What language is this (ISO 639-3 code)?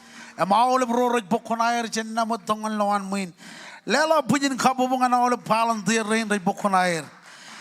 mah